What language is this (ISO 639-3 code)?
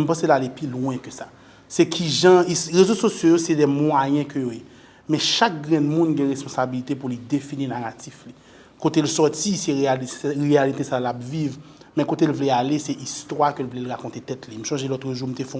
hat